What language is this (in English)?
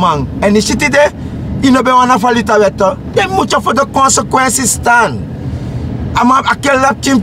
Sranan Tongo